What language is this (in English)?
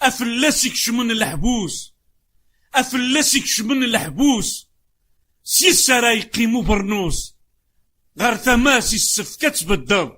Kabyle